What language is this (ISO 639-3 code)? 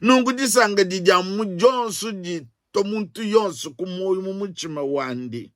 lua